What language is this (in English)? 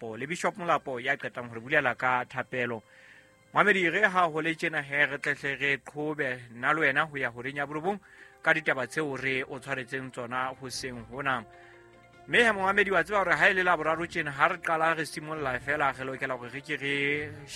Southern Sotho